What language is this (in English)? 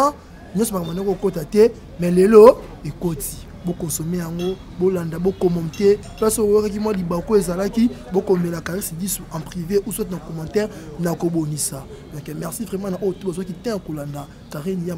Lingala